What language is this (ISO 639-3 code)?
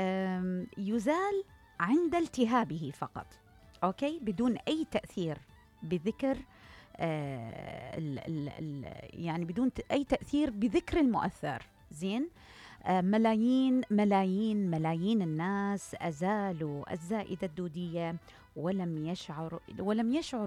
acm